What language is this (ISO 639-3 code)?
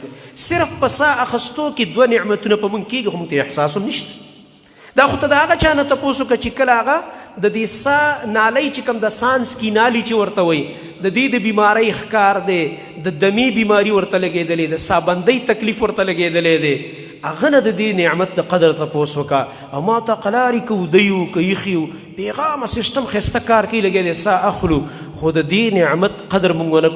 pus